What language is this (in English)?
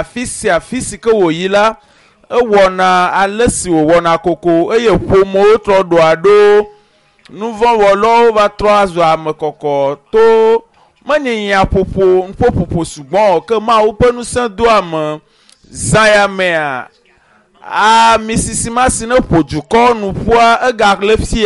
Ewe